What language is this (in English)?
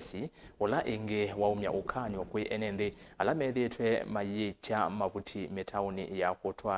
Kamba